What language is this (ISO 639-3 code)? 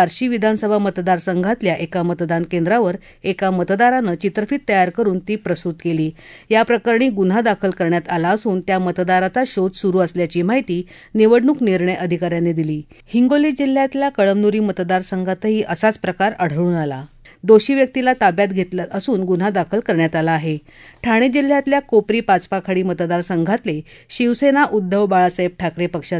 mar